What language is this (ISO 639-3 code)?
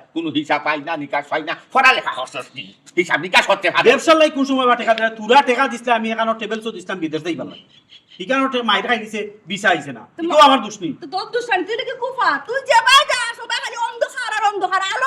syl